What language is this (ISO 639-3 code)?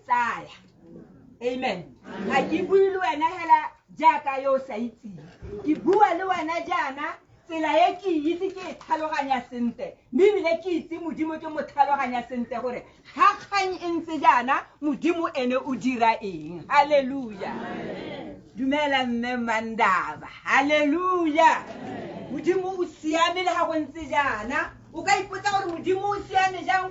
tsn